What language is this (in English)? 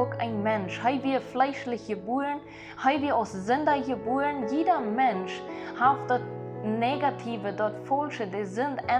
Plautdietsch